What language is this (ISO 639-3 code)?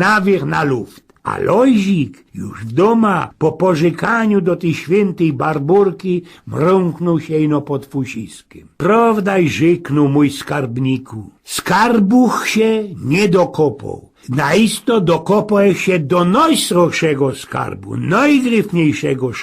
szl